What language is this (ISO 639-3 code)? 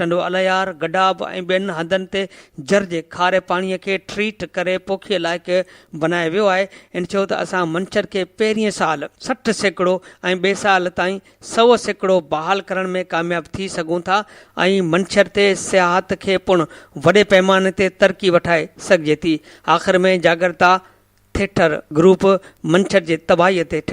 snd